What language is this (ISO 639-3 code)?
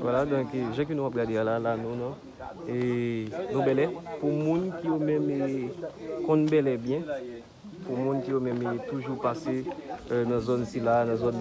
hat